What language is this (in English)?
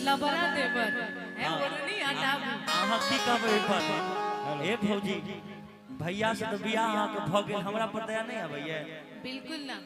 Maithili